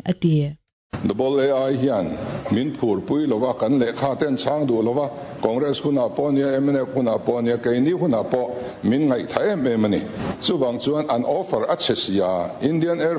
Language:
Mizo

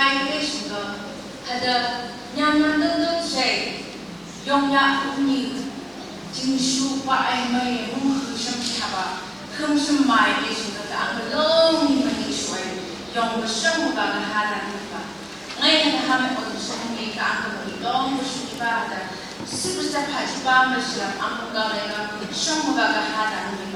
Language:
Phom Naga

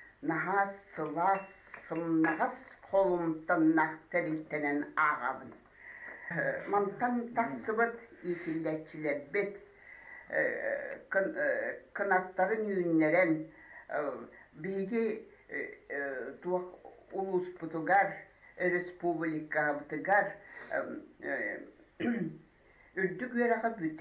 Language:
Yakut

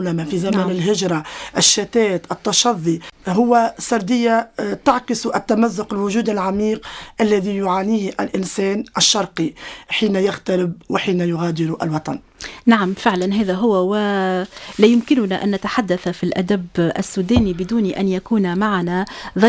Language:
Tunisian Arabic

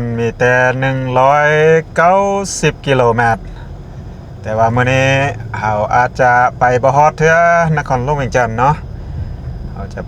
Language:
Lao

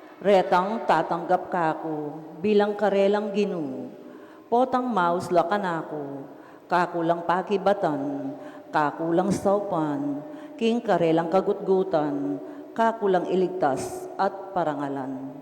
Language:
Pampanga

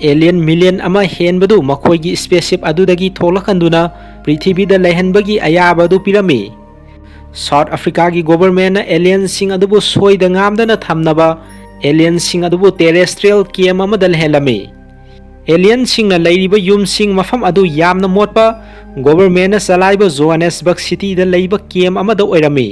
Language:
Manipuri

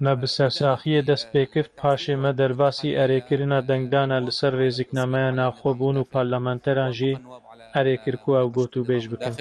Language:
Kurdish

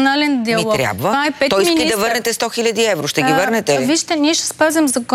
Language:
Bulgarian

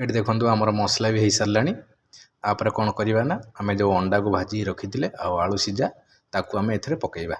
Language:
Odia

